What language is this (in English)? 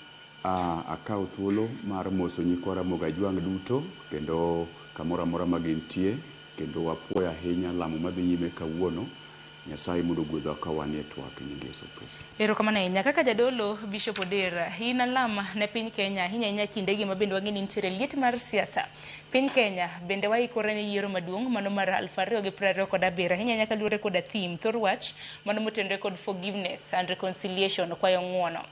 Luo (Kenya and Tanzania)